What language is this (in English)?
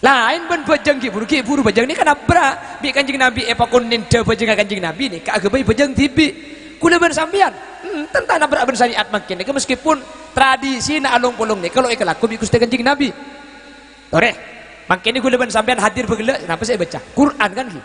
Madurese